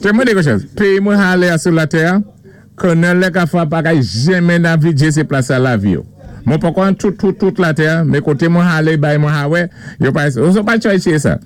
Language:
Saint Lucian Creole French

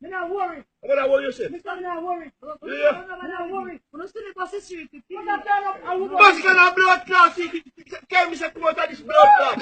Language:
Jamaican Creole English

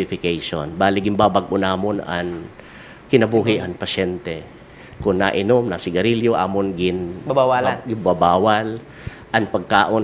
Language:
Waray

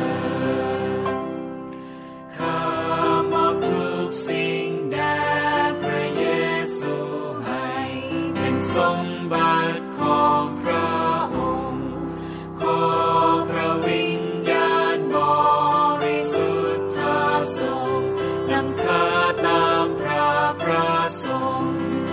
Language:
Thai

